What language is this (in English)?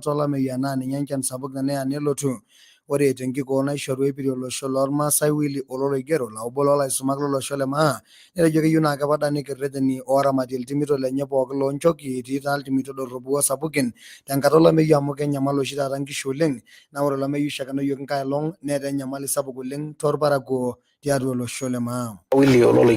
Masai